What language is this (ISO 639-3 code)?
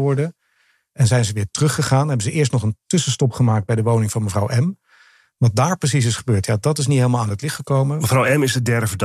nld